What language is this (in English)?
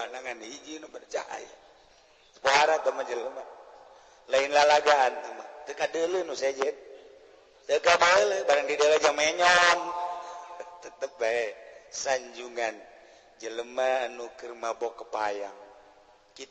Sundanese